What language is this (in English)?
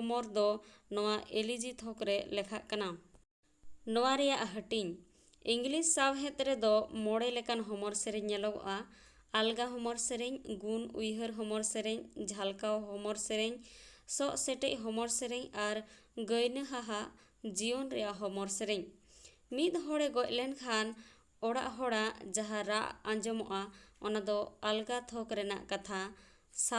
Santali